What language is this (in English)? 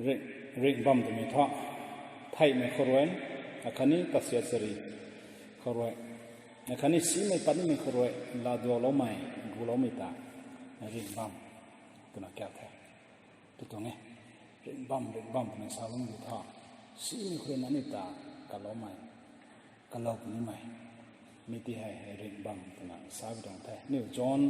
Rongmei Naga